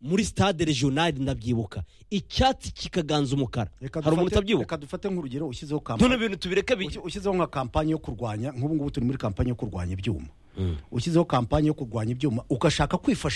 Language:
Kinyarwanda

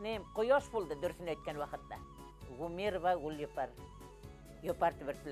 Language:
Bashkir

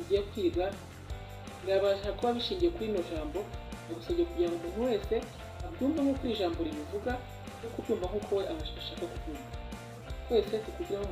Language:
Kinyarwanda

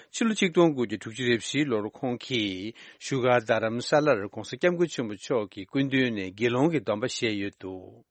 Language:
Tibetan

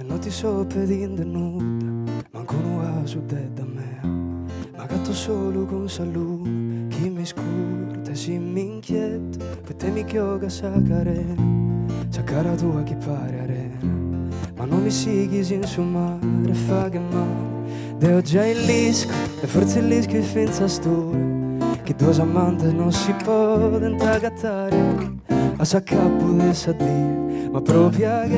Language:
Sardinian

